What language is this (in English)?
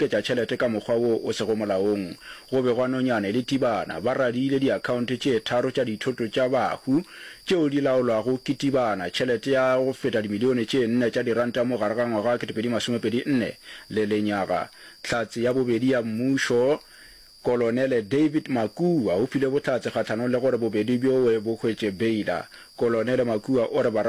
Northern Sotho